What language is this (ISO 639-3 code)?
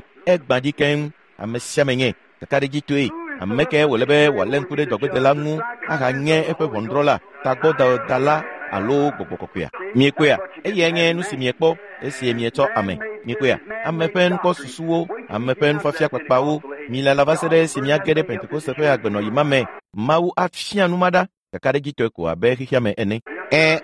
ewe